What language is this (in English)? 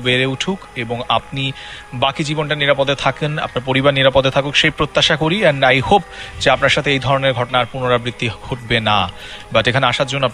Bangla